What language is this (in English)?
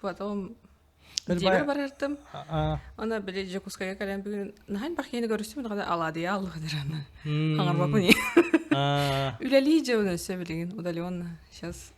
Yakut